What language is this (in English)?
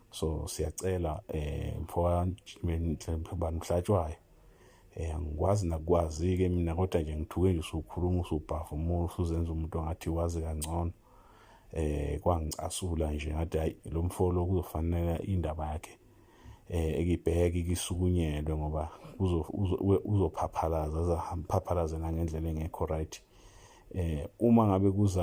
Zulu